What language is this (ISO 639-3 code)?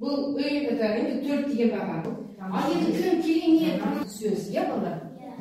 kaz